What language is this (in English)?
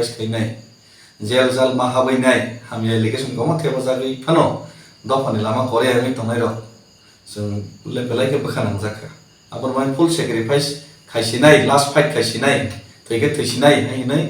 Kok Borok